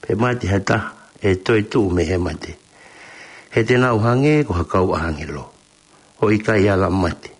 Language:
Tongan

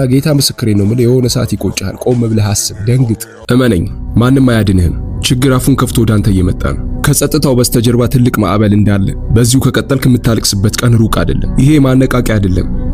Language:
Amharic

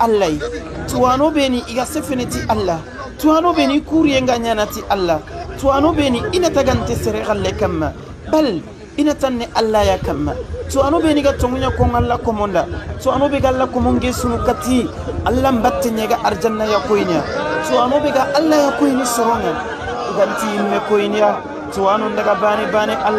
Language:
Soninke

